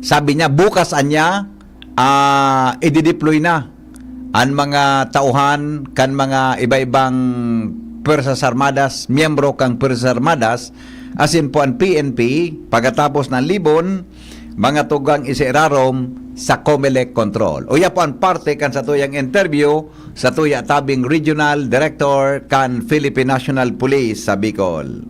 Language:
Bikol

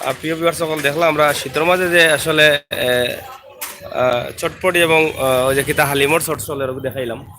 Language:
Sylheti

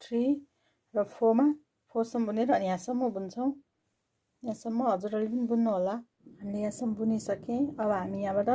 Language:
Nepali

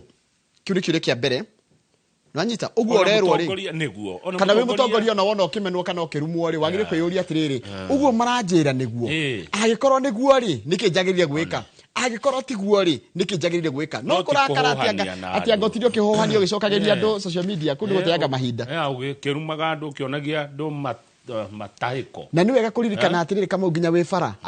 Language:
Kikuyu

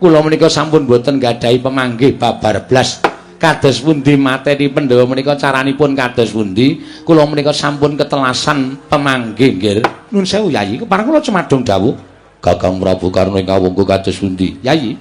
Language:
Javanese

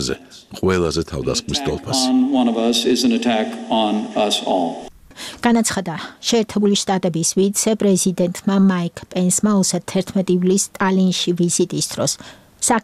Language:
Georgian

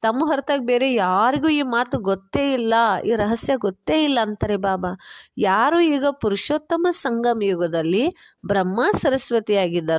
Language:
Kannada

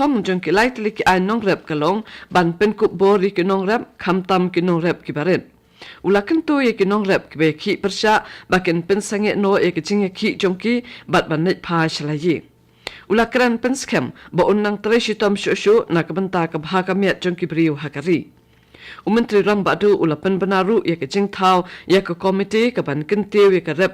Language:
Khasi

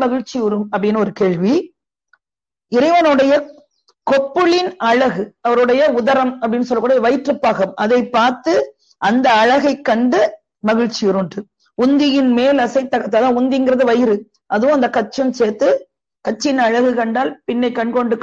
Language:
Tamil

